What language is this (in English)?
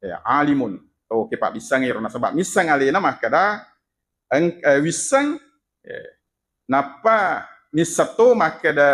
Buginese